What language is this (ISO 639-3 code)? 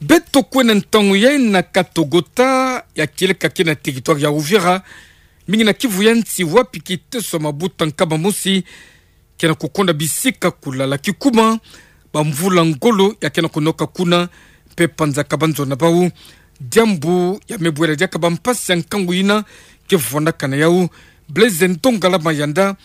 ktu